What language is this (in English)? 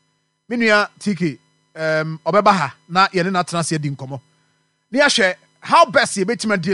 Akan